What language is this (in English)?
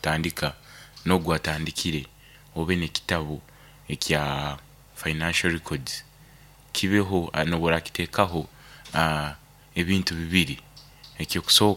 Nyoro